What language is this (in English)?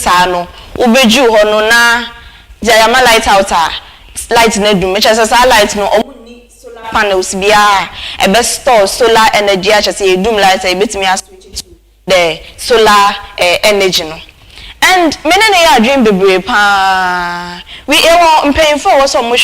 Akan